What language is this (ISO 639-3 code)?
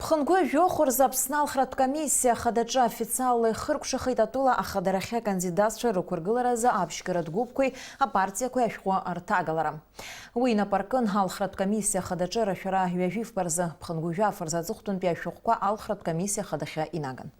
abk